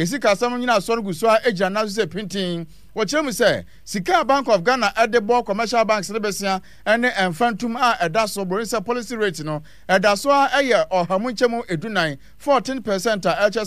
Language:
Akan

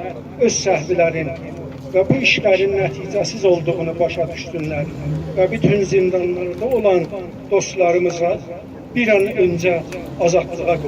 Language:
South Azerbaijani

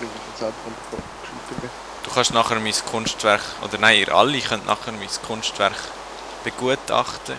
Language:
Swiss German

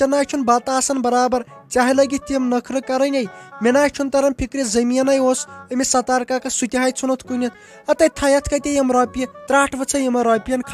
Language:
Kashmiri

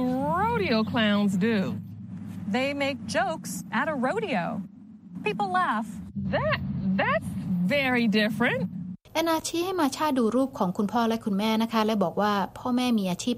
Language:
Thai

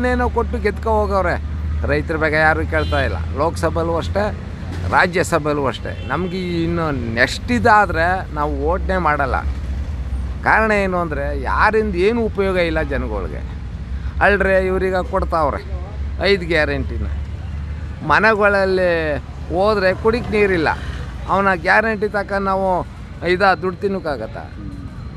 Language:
Kannada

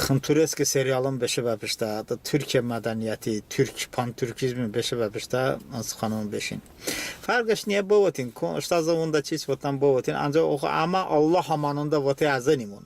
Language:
Talysh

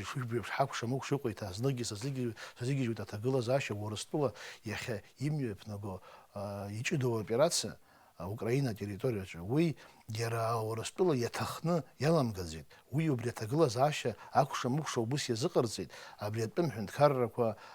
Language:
Abkhazian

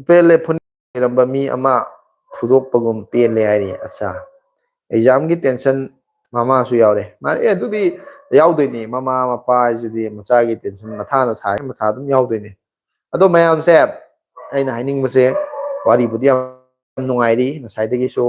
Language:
Manipuri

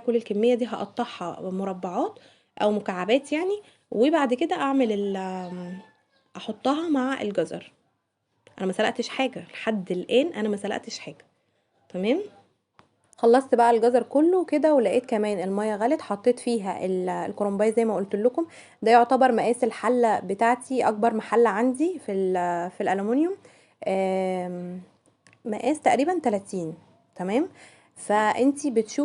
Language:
Egyptian Arabic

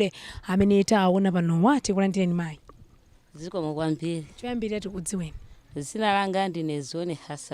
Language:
Nyanja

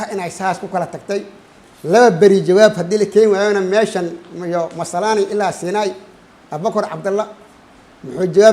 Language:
Somali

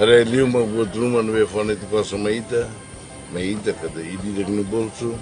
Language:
Tetum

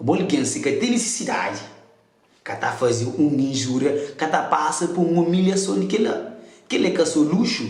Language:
Kabuverdianu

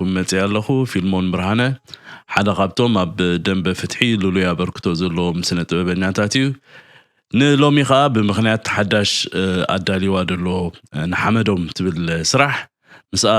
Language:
Tigrinya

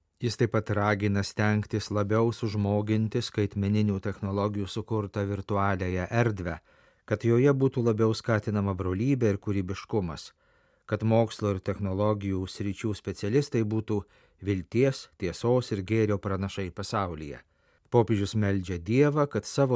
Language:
Lithuanian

